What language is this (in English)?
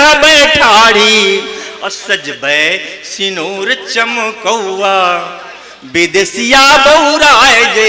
Angika